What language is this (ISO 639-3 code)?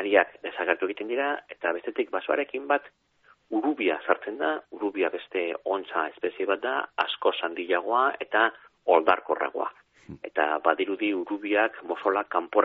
eus